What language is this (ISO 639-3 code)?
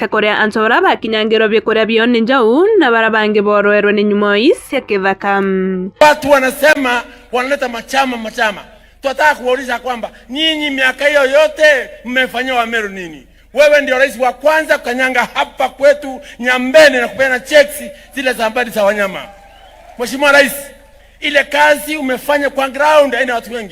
mer